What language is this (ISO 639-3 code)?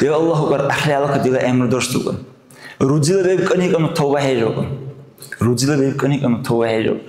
dar